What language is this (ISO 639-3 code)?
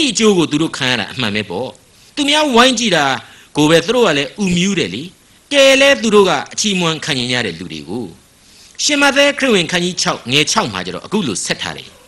mya